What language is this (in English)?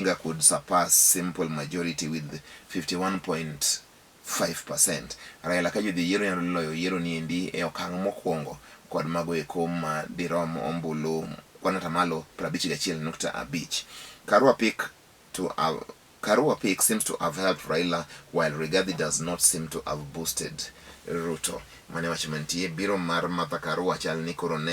Luo (Kenya and Tanzania)